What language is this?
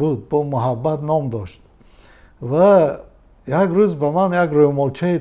Tajik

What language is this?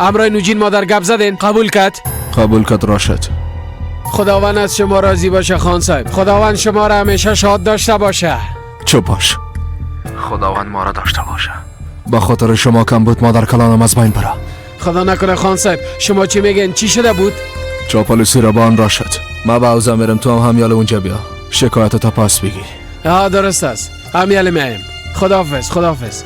Persian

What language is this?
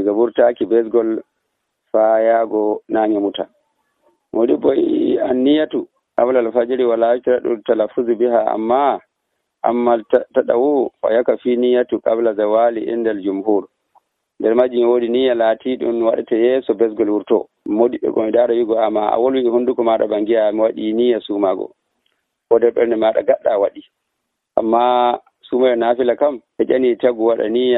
Nigerian Fulfulde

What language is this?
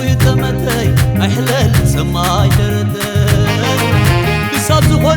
Tigrinya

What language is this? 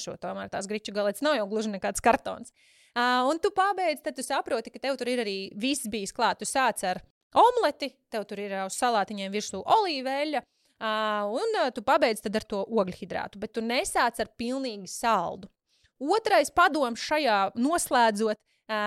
Latvian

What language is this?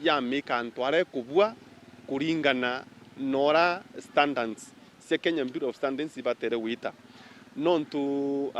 Meru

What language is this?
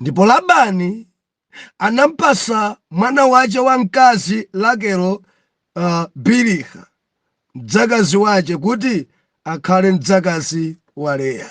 Nyanja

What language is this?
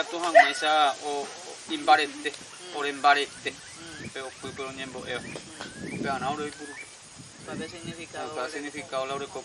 Guarani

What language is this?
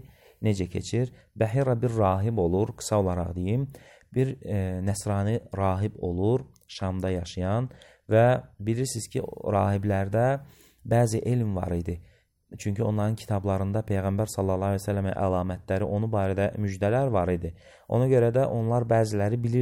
Azerbaijani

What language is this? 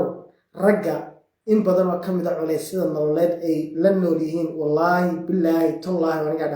Somali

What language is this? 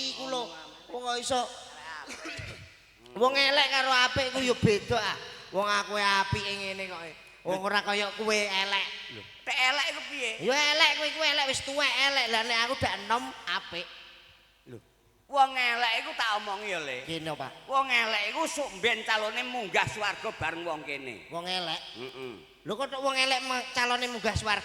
Javanese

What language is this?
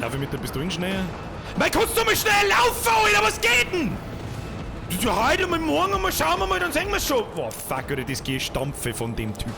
Bavarian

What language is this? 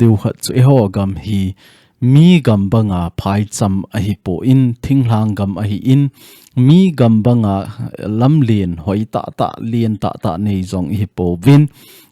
Thado Chin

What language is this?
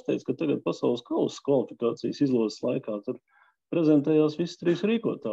Latvian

